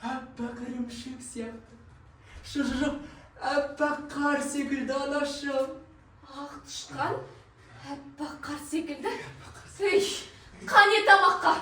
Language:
Kazakh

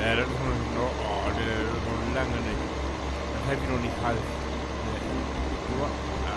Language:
Low German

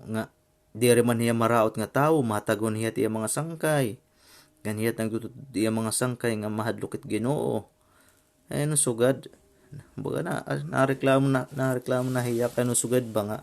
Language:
Waray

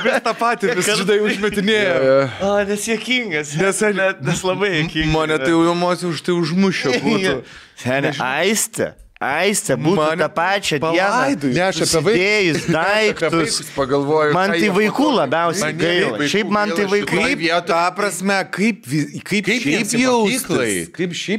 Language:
Lithuanian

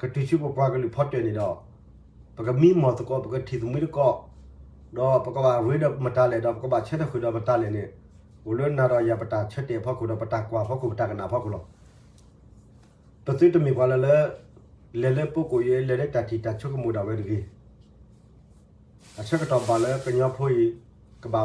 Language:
S'gaw Karen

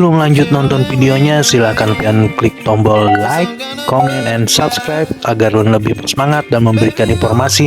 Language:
Banjar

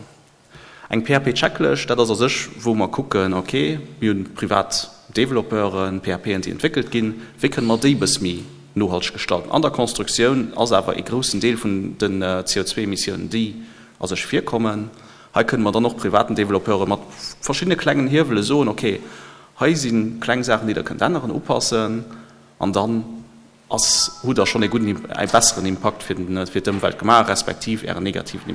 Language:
Luxembourgish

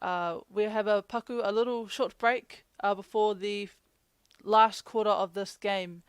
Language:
Māori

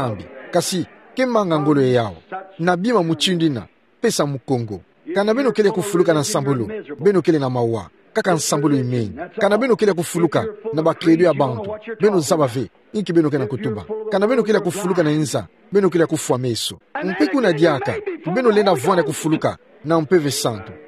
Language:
Kituba (Democratic Republic of Congo)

